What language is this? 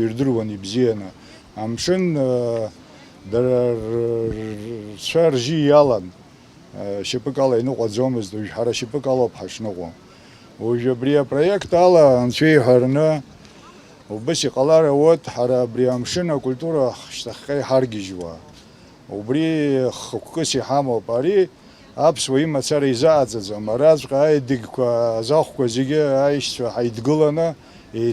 Abkhazian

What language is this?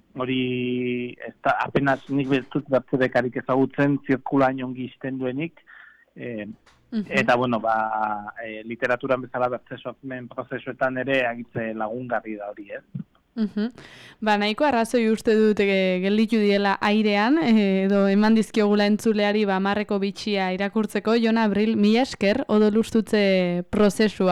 Basque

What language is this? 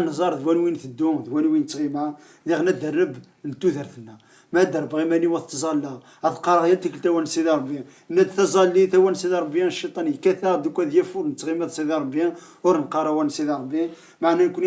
Kabyle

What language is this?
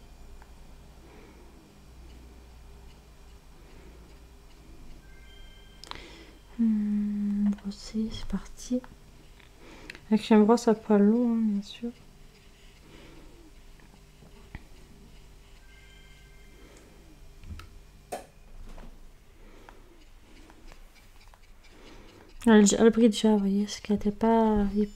French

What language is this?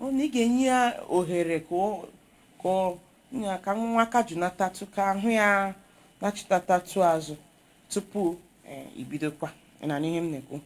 Igbo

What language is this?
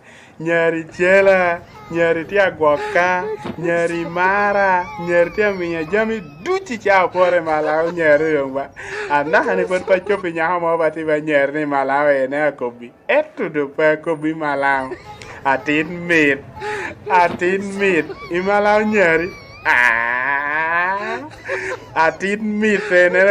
Acoli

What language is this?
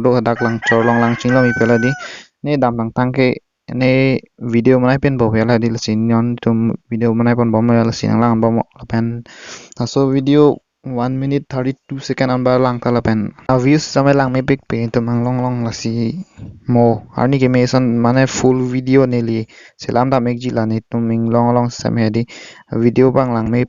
Karbi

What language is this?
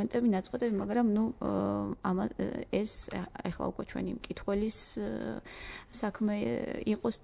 Georgian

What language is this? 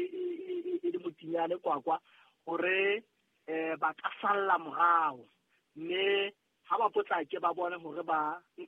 Southern Sotho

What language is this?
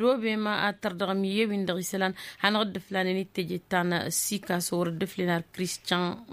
Tamasheq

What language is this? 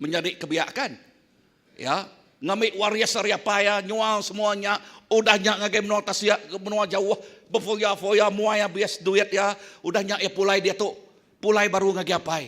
Iban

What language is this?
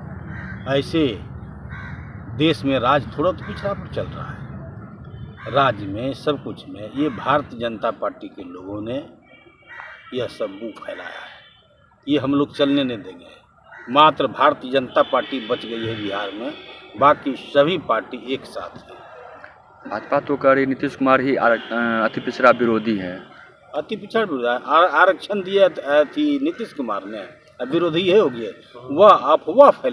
Hindi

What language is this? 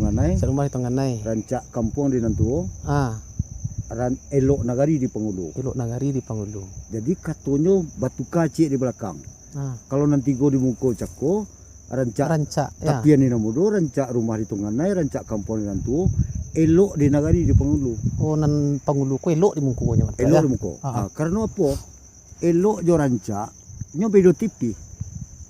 Minangkabau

